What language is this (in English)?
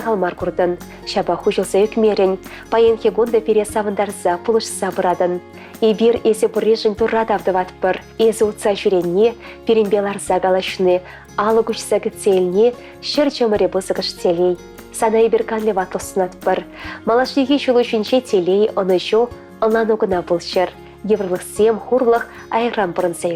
Chuvash